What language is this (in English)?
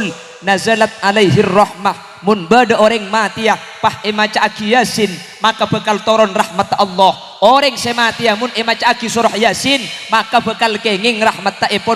Madurese